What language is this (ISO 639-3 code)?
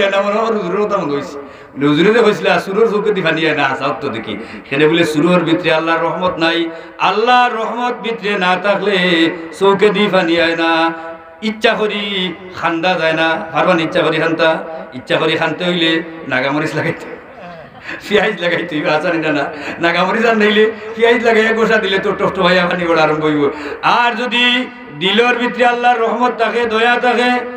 syl